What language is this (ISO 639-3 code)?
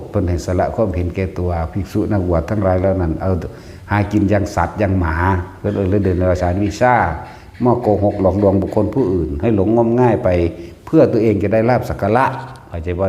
tts